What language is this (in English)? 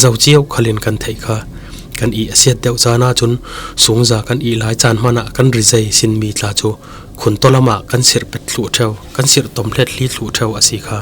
Falam Chin